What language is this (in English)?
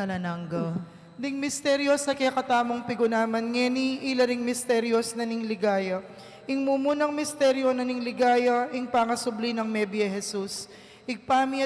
Pampanga